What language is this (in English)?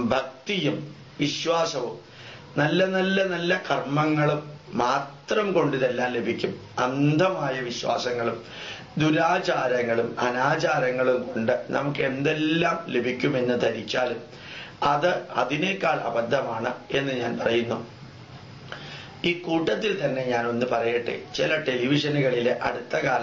Malayalam